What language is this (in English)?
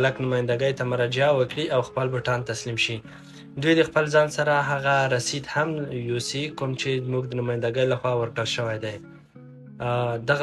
Pashto